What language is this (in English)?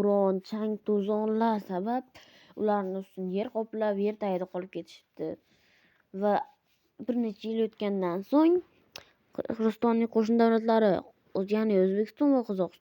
Uzbek